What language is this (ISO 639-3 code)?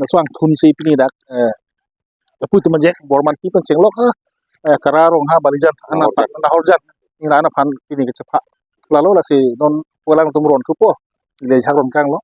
mjw